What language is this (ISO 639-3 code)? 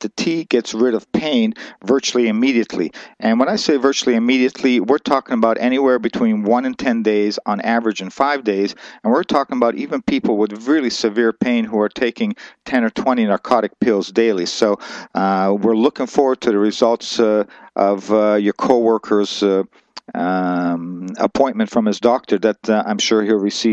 eng